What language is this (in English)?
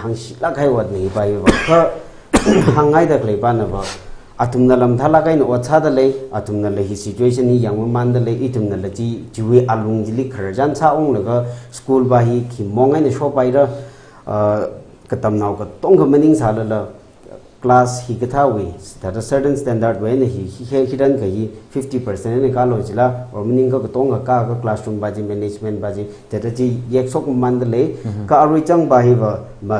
Tangkhul Naga (India)